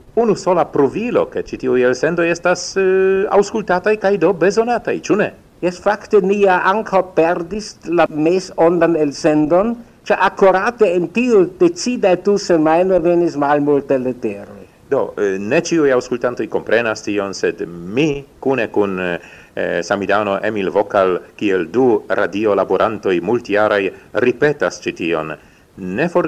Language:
Esperanto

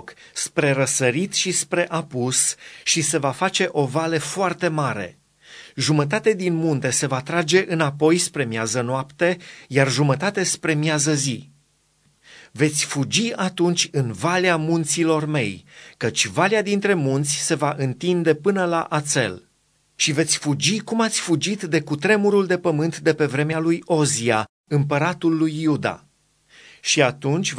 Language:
Romanian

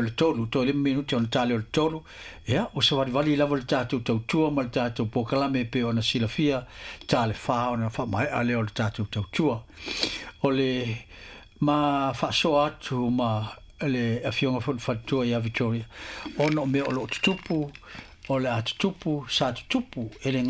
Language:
Samoan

